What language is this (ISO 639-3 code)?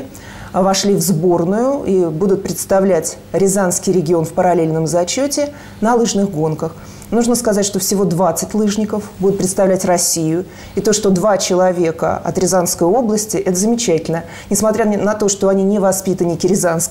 rus